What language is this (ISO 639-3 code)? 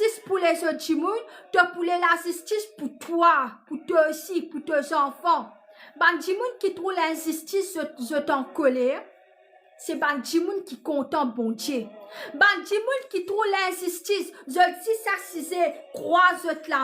mfe